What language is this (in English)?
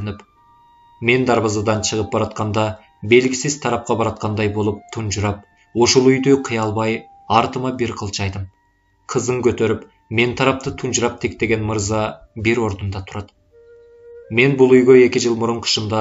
Kyrgyz